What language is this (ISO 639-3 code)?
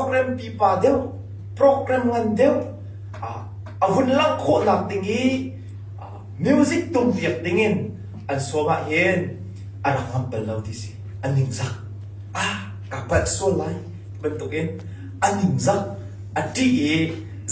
cnh